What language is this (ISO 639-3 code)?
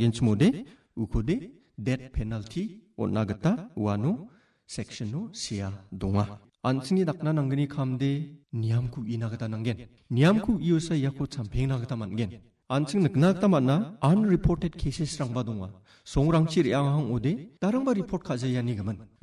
grt